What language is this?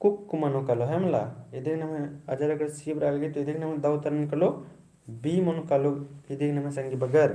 Kurukh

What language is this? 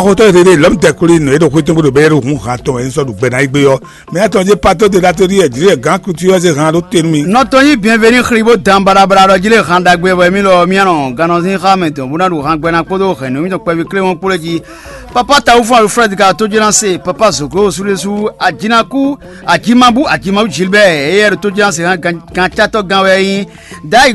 Fon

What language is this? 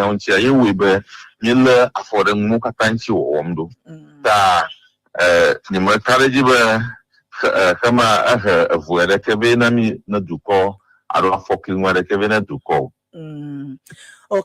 Ewe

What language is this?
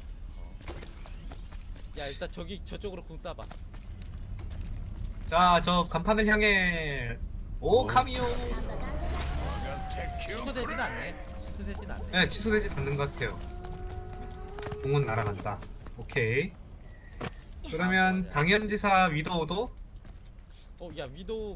Korean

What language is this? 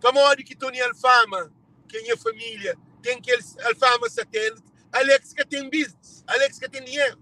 Kabuverdianu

